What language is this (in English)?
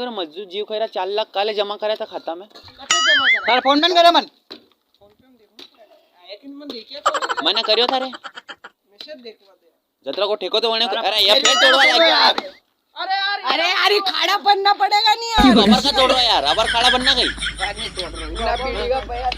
Rajasthani